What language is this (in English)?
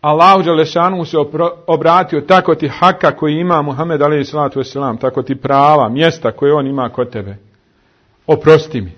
Bosnian